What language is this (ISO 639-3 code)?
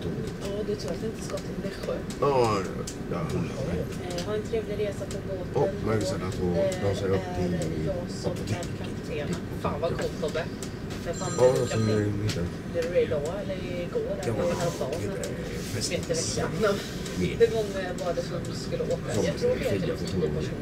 swe